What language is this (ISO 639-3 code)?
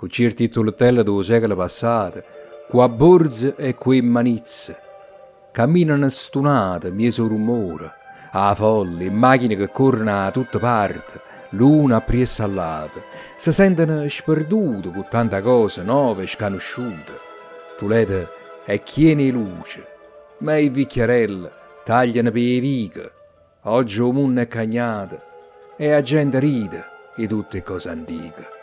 nap